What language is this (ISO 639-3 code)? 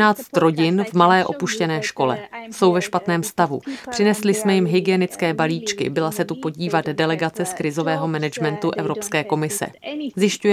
ces